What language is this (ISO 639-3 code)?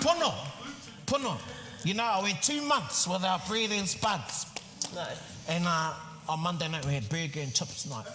mri